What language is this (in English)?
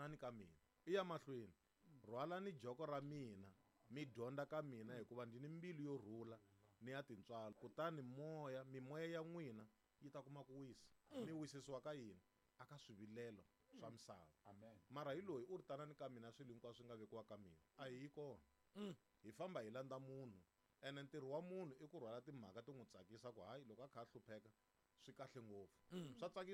Tsonga